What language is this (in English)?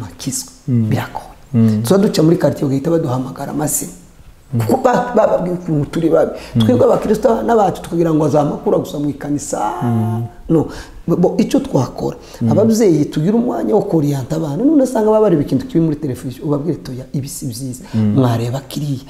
Kinyarwanda